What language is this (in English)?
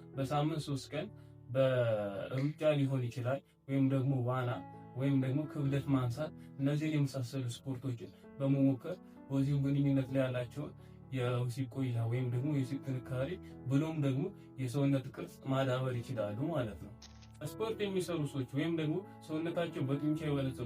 Amharic